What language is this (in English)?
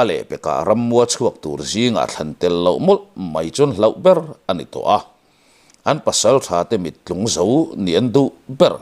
Mizo